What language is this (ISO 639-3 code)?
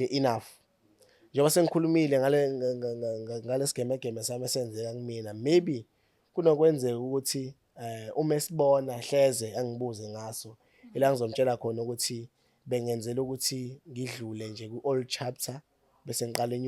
zul